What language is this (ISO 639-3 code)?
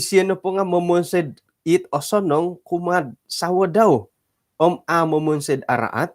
dtp